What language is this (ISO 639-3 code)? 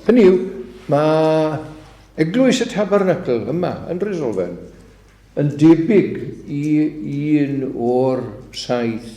cym